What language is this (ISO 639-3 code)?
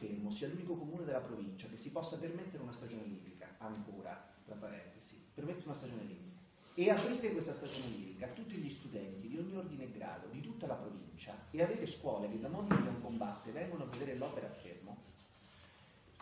ita